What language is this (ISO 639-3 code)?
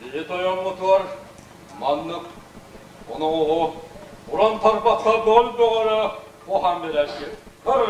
sah